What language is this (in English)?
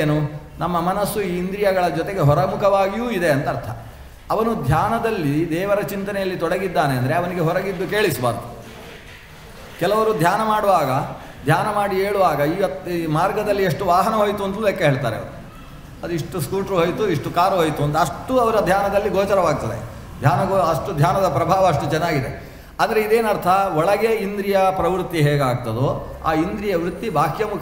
Kannada